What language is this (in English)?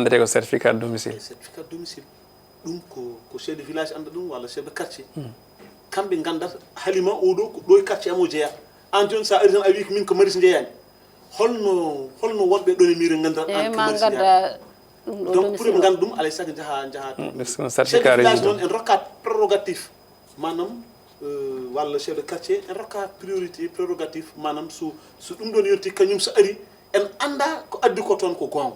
Fula